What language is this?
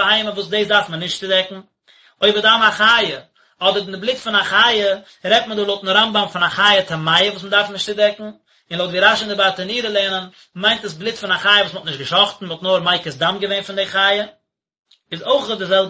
Yiddish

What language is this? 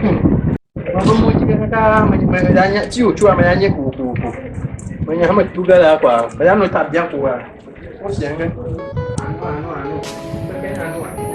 Ewe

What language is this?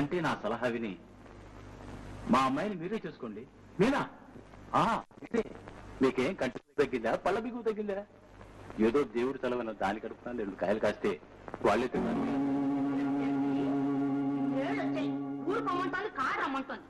Telugu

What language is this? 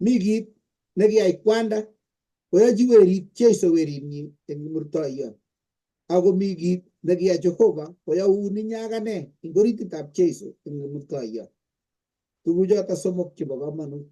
Kalenjin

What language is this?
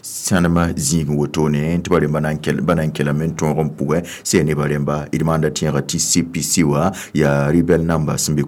Mossi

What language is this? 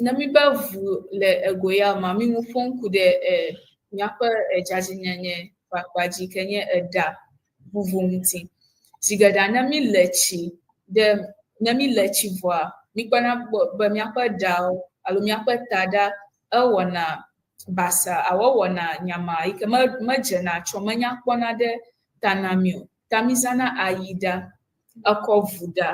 Ewe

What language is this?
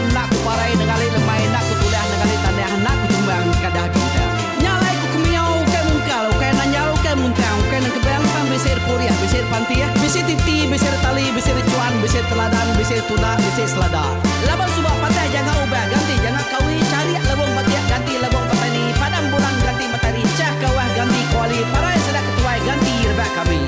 Iban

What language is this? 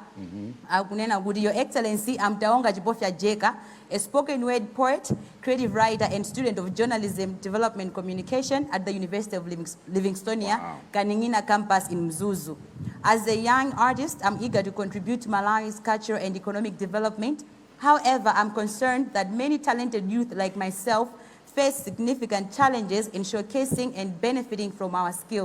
Nyanja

